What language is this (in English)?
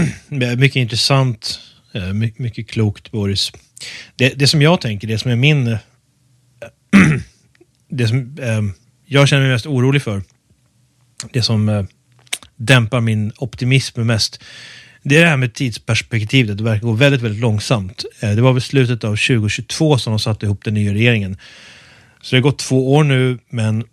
Swedish